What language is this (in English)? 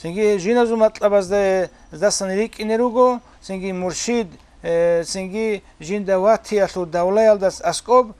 Avaric